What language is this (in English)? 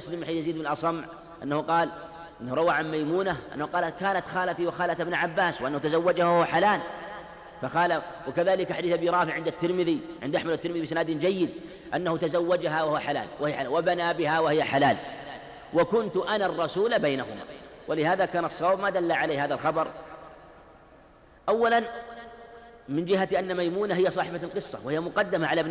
Arabic